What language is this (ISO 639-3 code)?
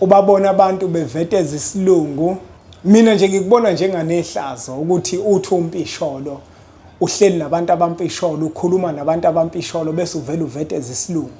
zul